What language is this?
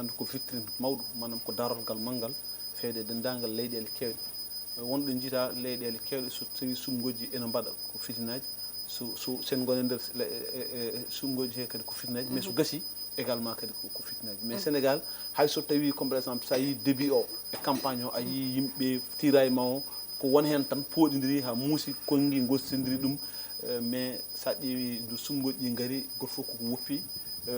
Fula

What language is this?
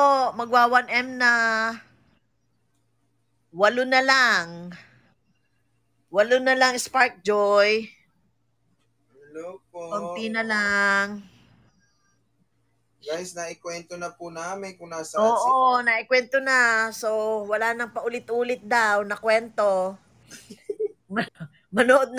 Filipino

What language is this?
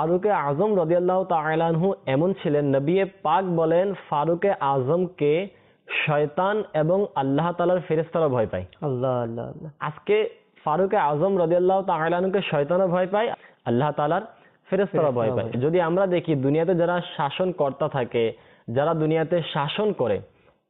Bangla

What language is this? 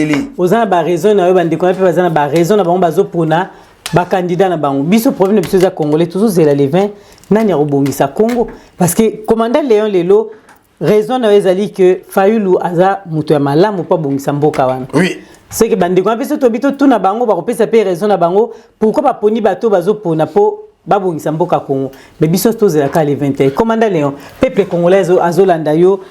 Lingala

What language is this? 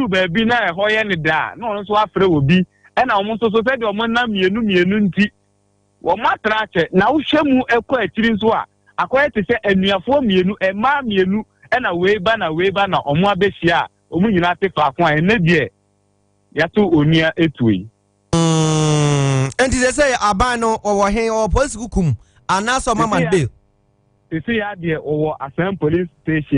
Akan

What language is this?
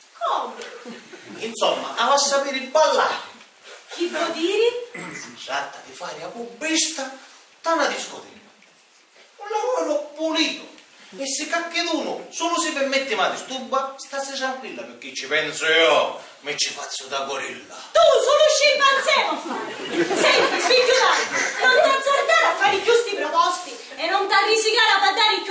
Sicilian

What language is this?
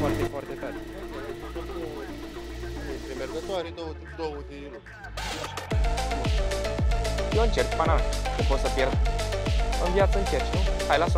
Romanian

